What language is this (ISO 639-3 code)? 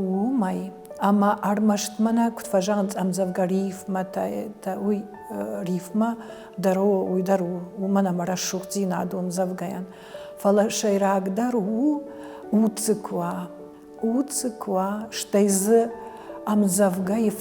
oss